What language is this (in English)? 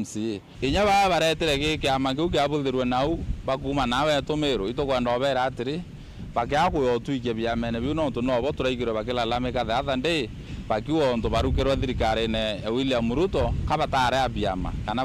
Meru